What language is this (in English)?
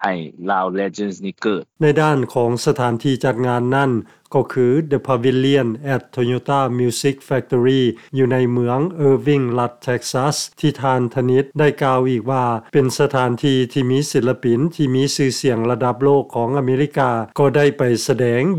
Lao